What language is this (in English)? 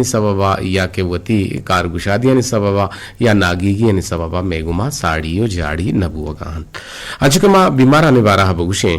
Eastern Balochi